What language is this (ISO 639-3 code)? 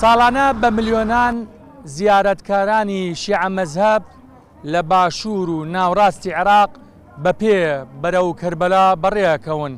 ckb